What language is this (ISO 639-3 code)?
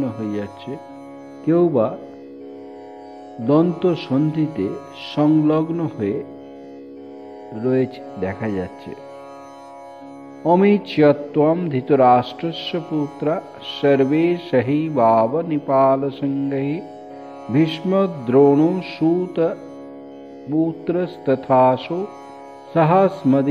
ben